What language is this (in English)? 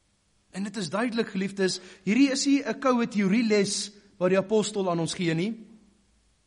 Afrikaans